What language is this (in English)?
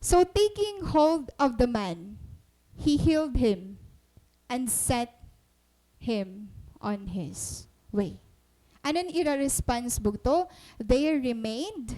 Waray